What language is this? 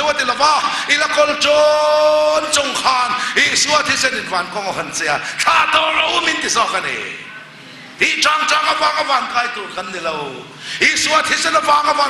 Thai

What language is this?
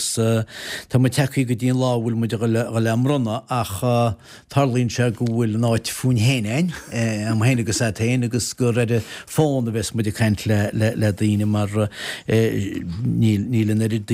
Irish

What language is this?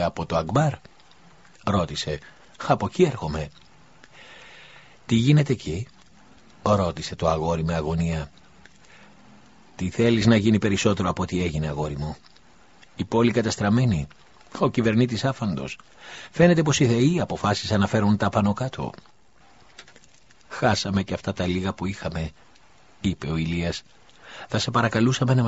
Greek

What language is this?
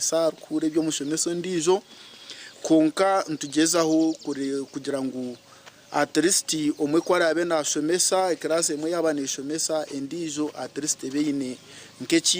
Nyankole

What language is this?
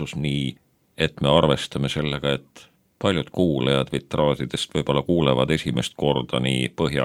Estonian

